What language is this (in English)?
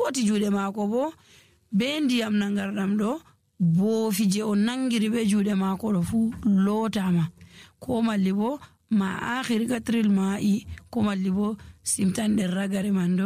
Nigerian Fulfulde